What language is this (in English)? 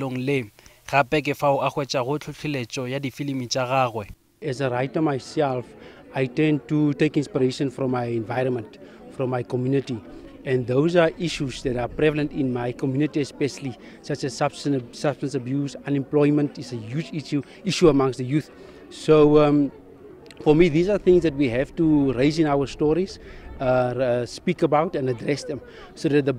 Northern Sotho